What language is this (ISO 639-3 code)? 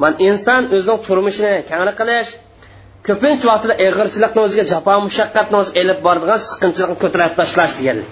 uig